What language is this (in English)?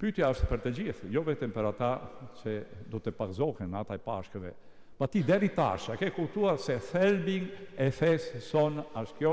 Albanian